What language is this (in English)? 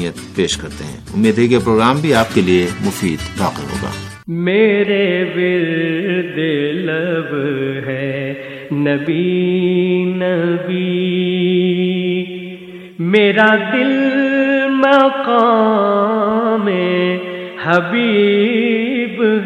Urdu